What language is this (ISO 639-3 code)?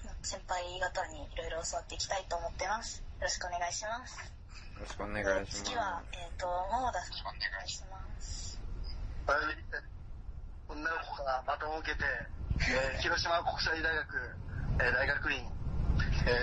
jpn